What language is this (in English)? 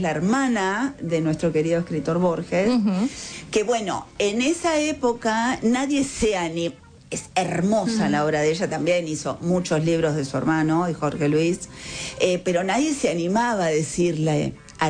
Spanish